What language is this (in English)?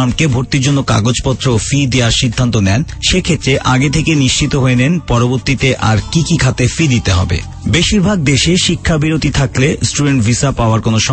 Bangla